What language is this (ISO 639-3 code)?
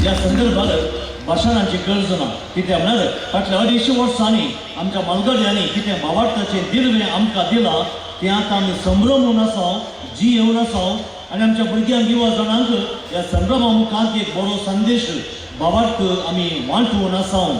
kok